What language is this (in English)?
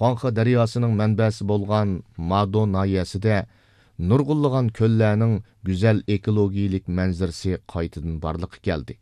Uyghur